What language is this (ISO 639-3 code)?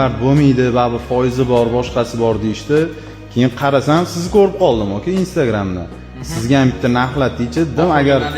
uzb